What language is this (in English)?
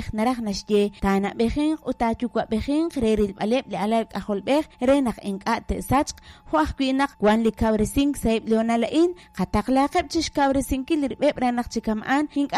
Kekchí